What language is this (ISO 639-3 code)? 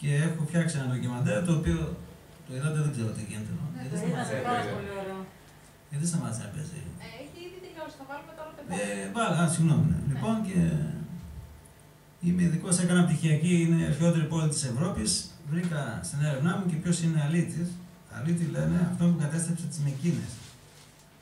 ell